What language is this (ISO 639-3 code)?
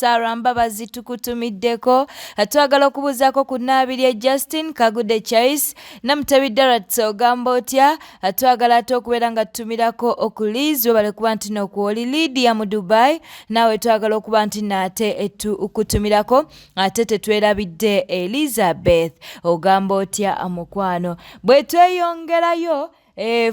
lug